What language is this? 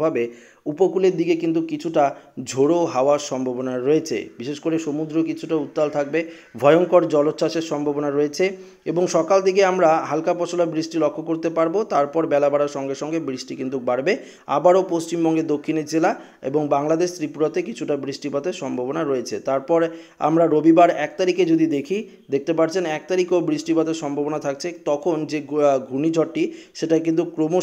Bangla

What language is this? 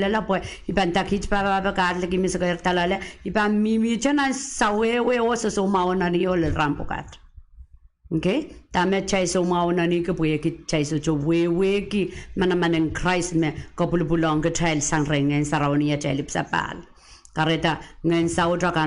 Pohnpeian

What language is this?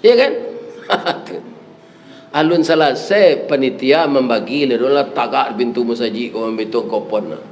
Minangkabau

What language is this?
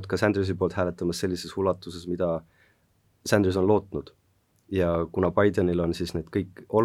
Estonian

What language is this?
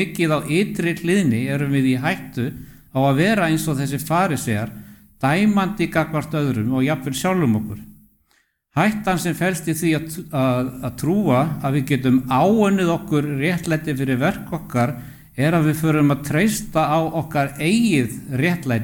Icelandic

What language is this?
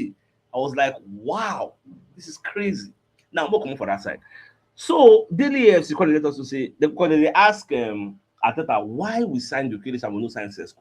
Nigerian Pidgin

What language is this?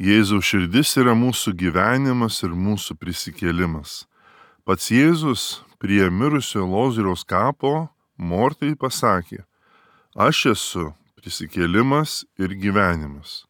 Lithuanian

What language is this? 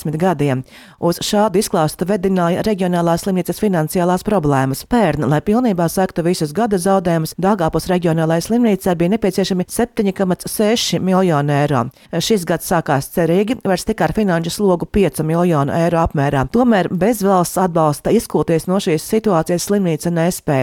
Latvian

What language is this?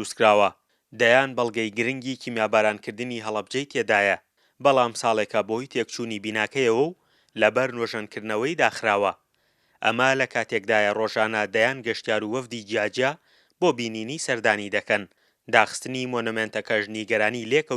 Central Kurdish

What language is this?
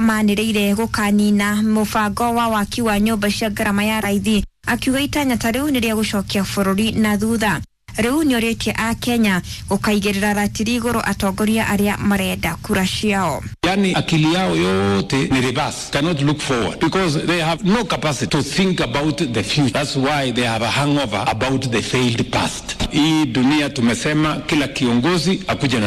Kikuyu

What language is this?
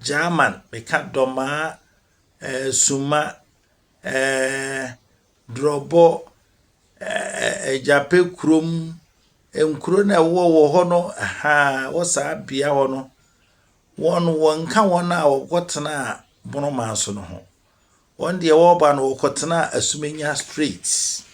Akan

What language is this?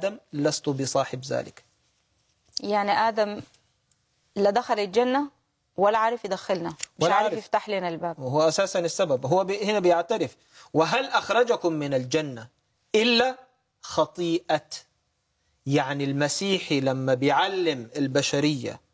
Egyptian Arabic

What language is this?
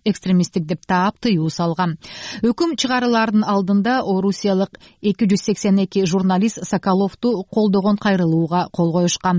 Kyrgyz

